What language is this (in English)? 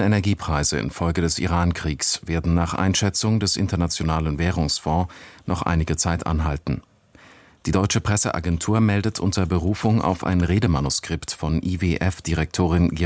German